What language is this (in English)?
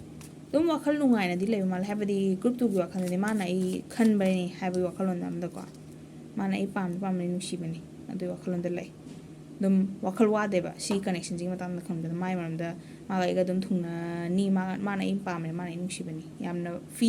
Manipuri